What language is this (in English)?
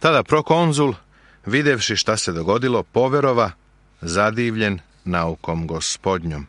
Serbian